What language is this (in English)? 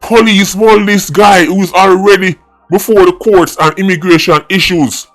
Jamaican Creole English